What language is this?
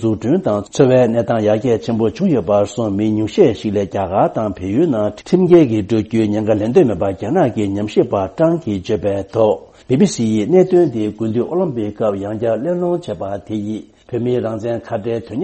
Tibetan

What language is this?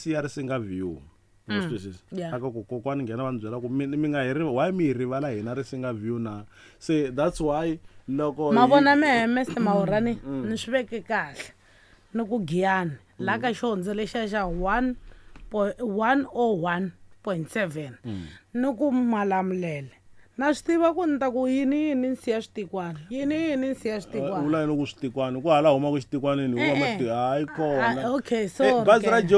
Tsonga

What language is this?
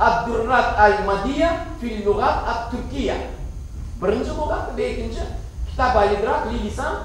Crimean Tatar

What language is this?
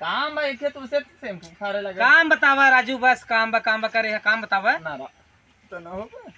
Awadhi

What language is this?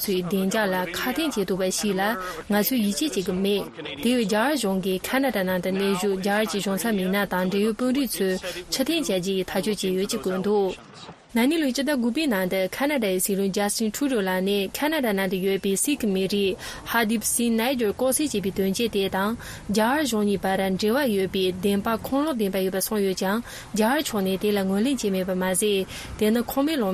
Tibetan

